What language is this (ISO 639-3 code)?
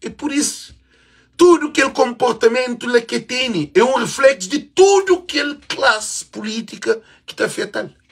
kea